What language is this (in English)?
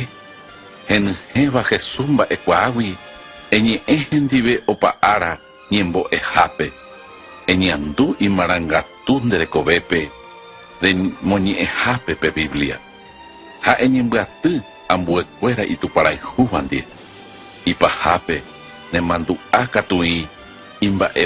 Guarani